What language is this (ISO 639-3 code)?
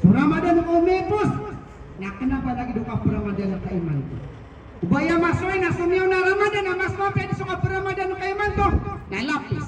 mrw